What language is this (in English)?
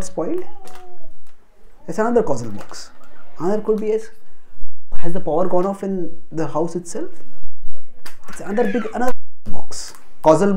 English